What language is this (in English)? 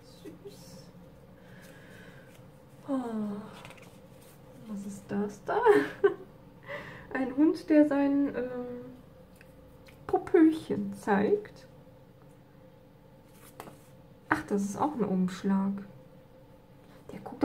German